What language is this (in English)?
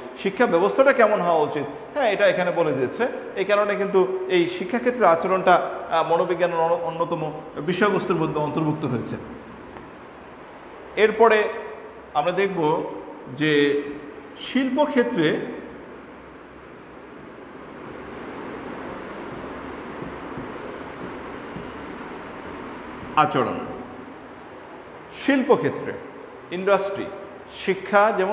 Bangla